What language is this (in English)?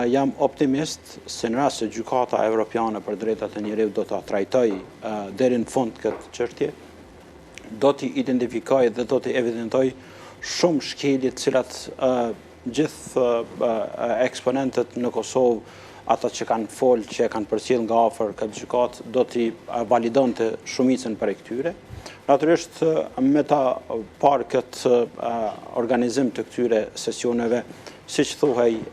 Albanian